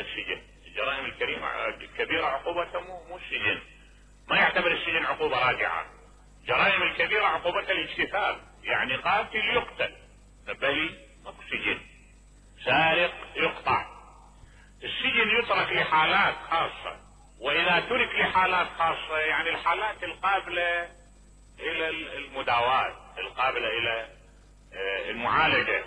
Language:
Mesopotamian Arabic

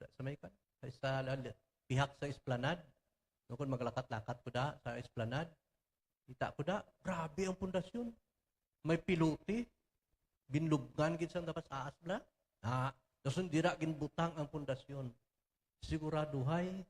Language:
Hiligaynon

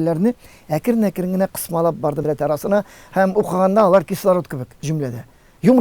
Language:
Tatar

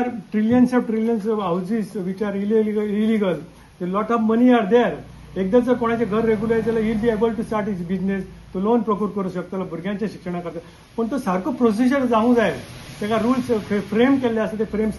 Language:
Konkani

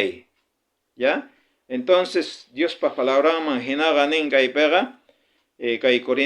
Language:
South Bolivian Quechua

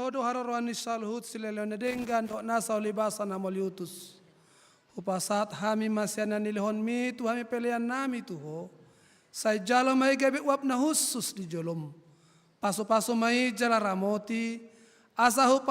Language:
Batak Toba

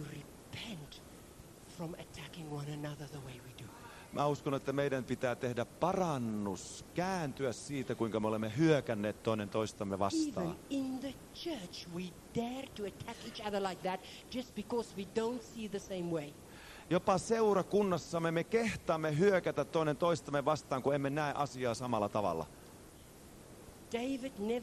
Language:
Finnish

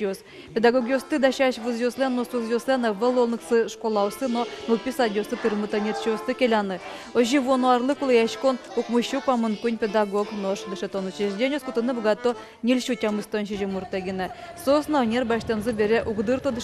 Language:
Udmurt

